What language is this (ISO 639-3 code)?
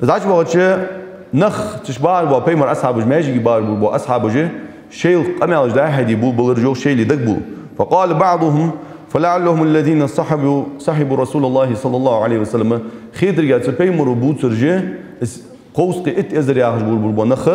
inh